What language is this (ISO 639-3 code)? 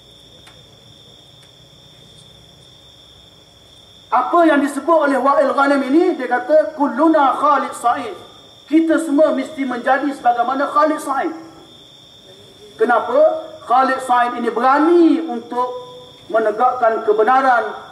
msa